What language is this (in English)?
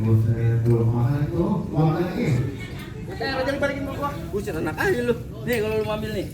Betawi